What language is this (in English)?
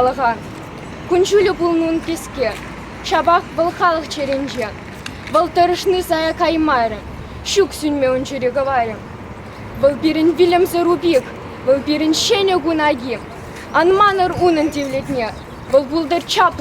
Chuvash